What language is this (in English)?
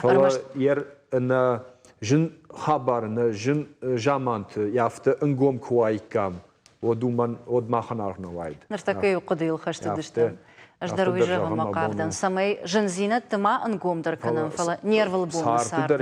Ossetic